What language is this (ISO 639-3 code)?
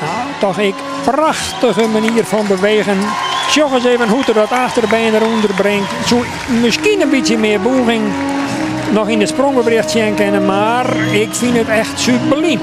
fry